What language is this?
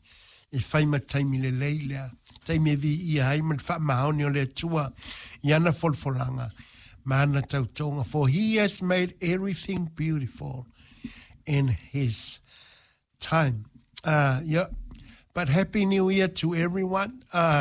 Samoan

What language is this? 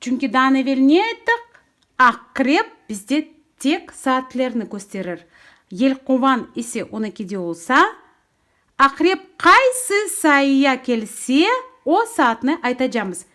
Crimean Tatar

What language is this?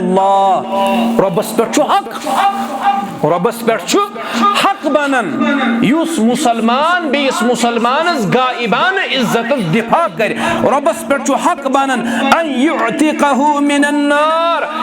Kashmiri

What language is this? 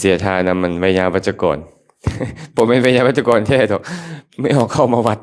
Lao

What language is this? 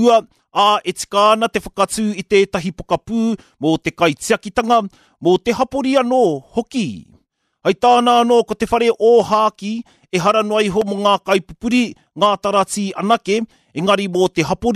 Māori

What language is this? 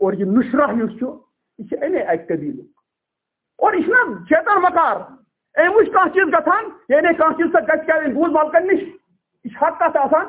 Kashmiri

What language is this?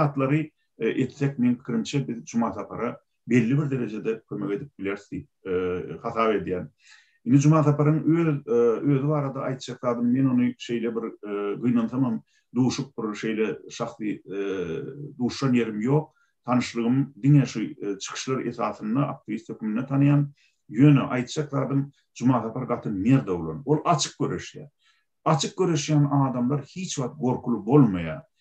Turkmen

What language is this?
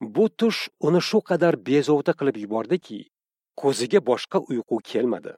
Uzbek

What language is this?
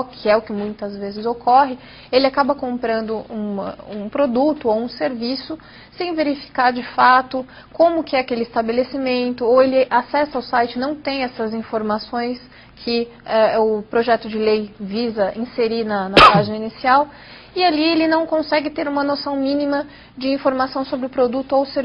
Portuguese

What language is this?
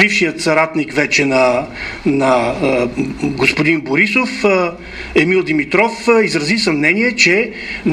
Bulgarian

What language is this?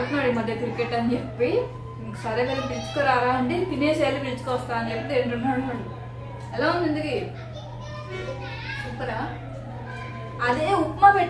Telugu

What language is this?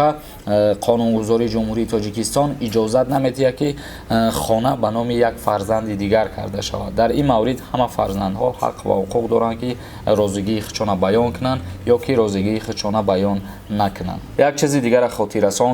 Tajik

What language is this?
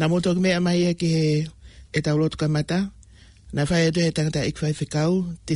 Tongan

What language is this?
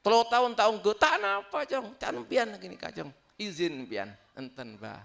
Madurese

